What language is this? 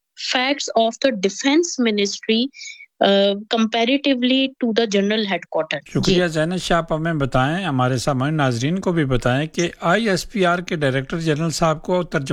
Urdu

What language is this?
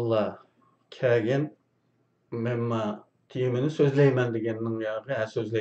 Uyghur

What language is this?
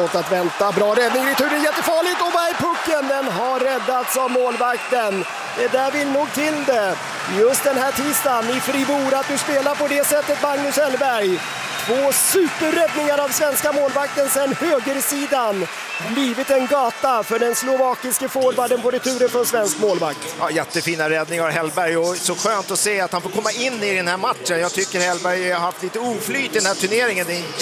Swedish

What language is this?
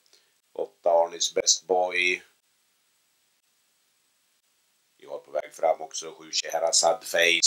Swedish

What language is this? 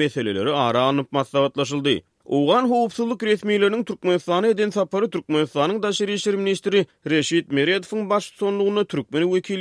Turkmen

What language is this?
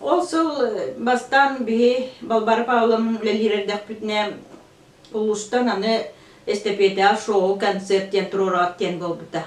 Yakut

